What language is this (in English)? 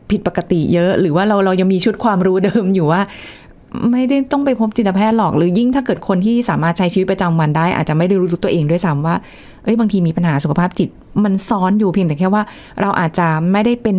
Thai